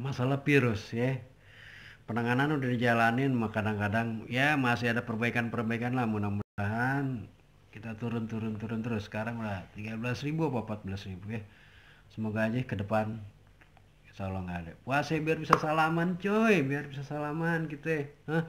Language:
Betawi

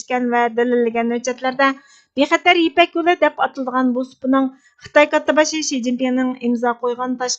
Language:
Uyghur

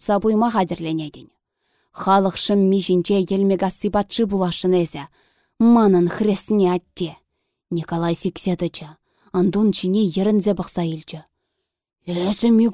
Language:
Chuvash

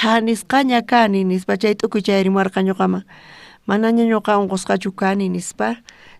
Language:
South Bolivian Quechua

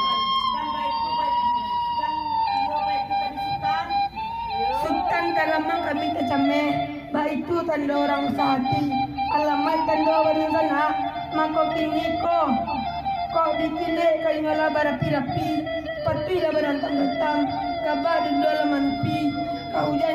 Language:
Minangkabau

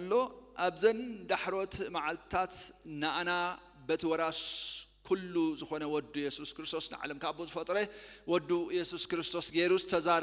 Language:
Tigrinya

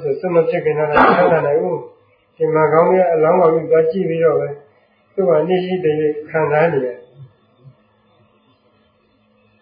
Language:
Burmese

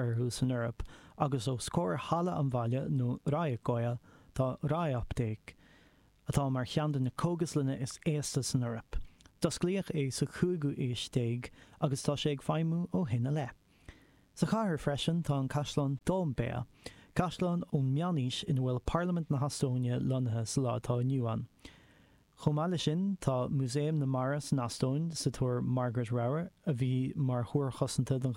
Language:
Irish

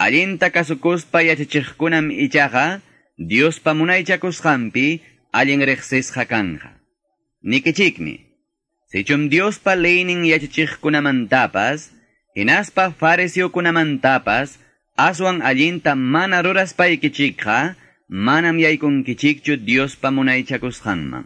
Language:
Quechua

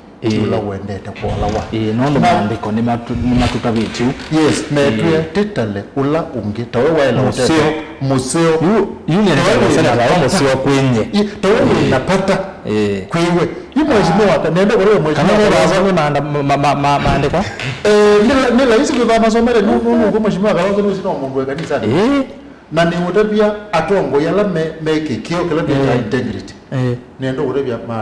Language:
Kamba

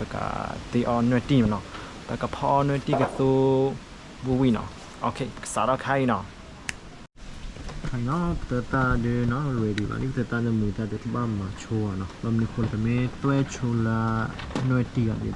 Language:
S'gaw Karen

